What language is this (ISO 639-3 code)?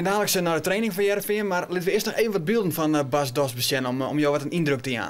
fry